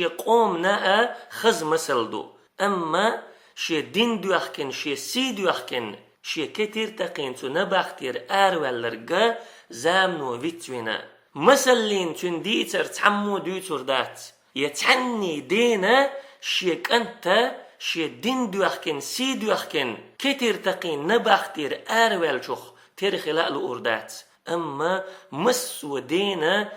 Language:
Chechen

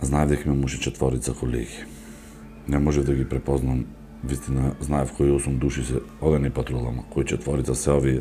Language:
Macedonian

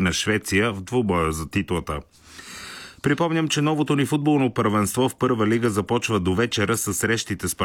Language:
Bulgarian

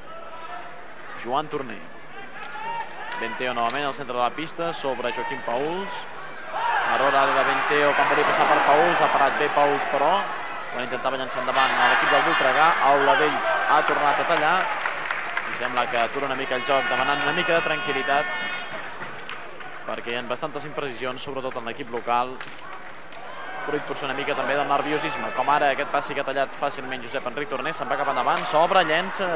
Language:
Catalan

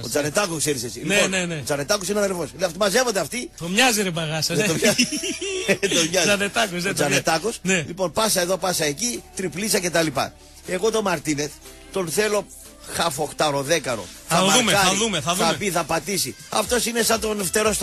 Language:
Greek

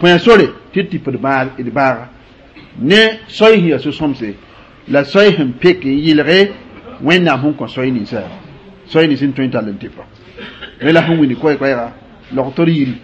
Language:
Mossi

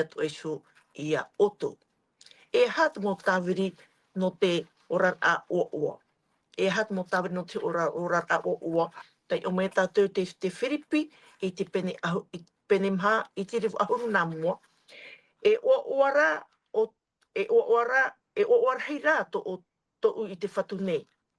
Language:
Tahitian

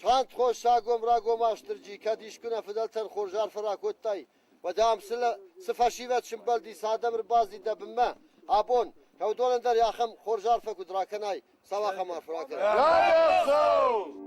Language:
Ossetic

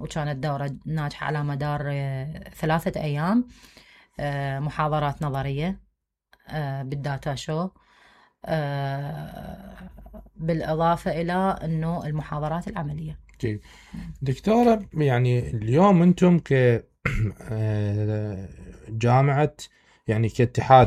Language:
Mesopotamian Arabic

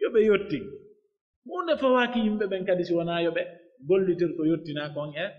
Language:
Pular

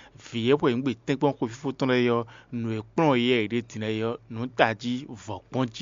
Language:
Fon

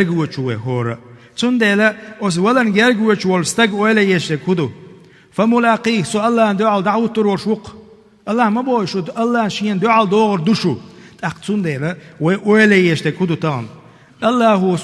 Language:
Chechen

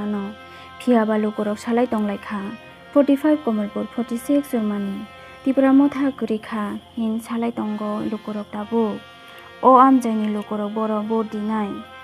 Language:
Kok Borok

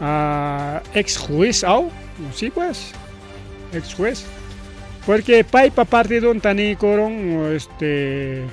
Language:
Ayacucho Quechua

